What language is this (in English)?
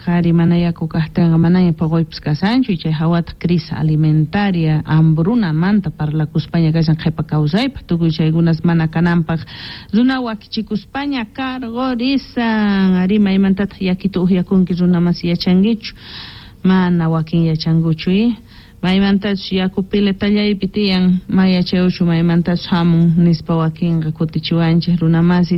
South Bolivian Quechua